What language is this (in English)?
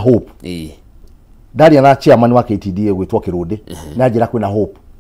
Kikuyu